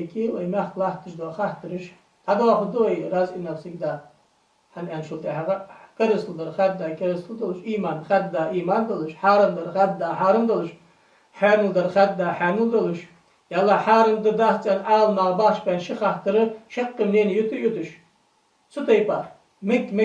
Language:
Ingush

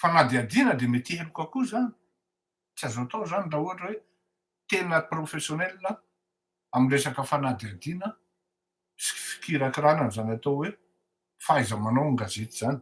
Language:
Malagasy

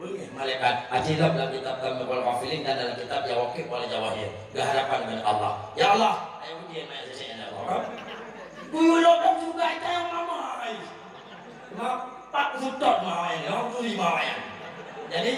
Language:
Achinese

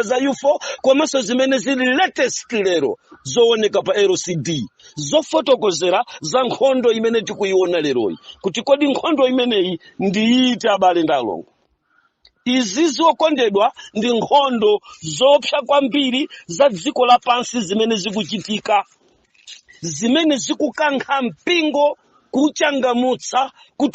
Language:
Nyanja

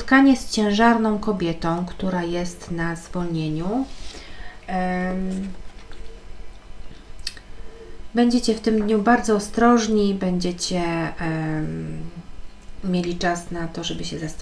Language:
Polish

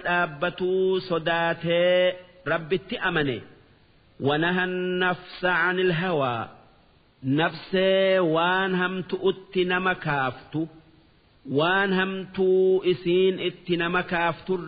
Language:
Oromo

